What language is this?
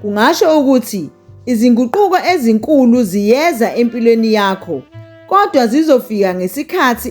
Zulu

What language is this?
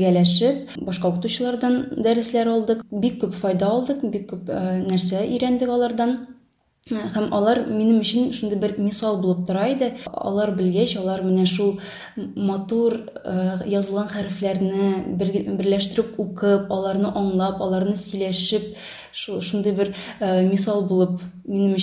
Tatar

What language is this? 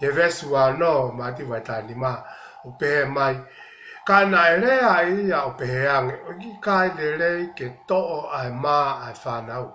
Tongan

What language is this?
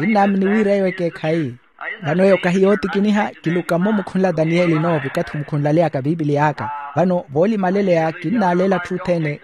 Makhuwa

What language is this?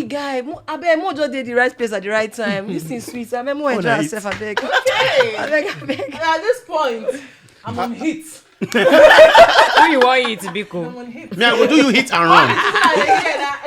Nigerian Pidgin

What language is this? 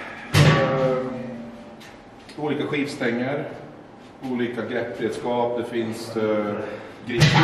Swedish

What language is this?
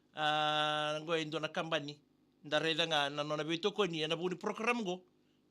Fijian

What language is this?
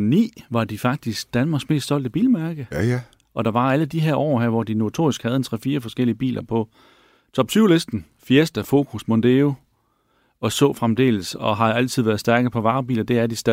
Danish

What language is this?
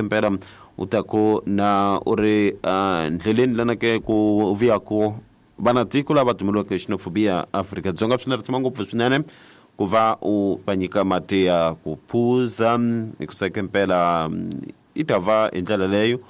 Tsonga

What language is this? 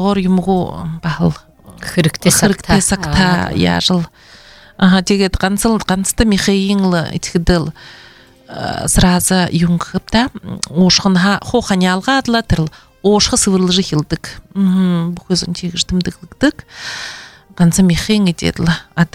Buriat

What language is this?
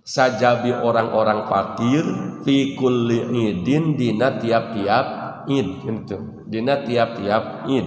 Sundanese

